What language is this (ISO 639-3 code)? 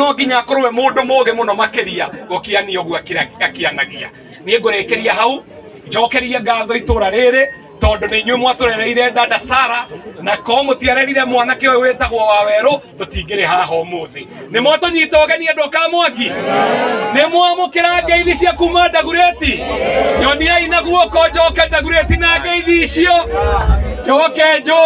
kik